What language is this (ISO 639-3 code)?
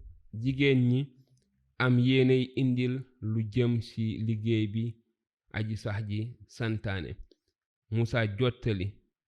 wol